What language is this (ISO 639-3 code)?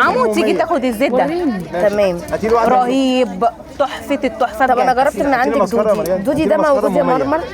arz